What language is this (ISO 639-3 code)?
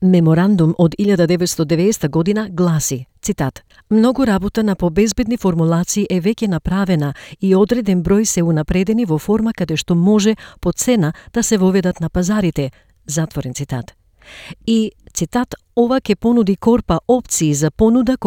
mkd